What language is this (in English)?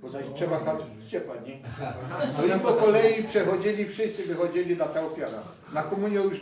Silesian